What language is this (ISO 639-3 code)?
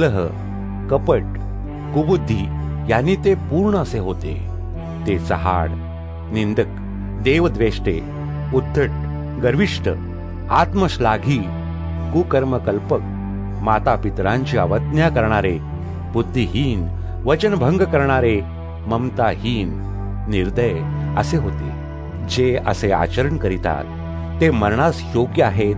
mar